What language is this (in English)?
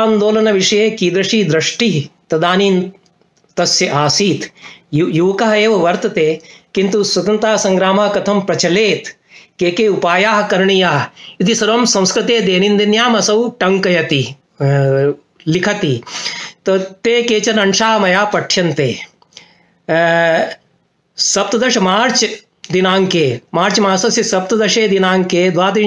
Sanskrit